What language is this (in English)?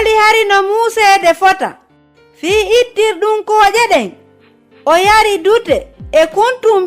Fula